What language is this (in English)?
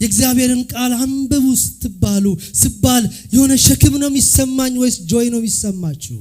Amharic